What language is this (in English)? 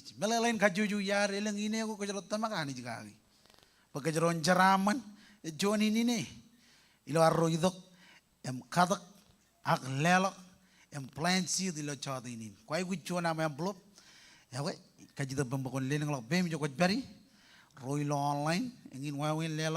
Marshallese